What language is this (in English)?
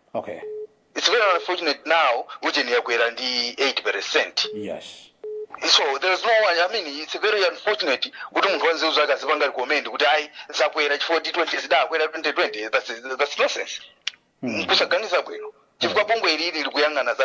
Nyanja